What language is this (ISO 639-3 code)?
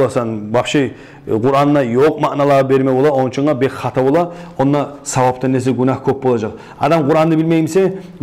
kum